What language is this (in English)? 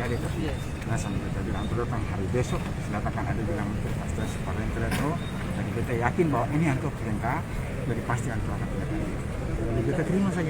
Ambonese Malay